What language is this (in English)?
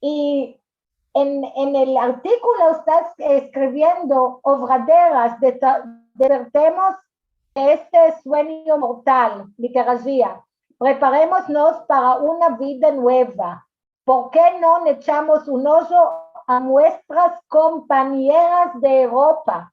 Ladino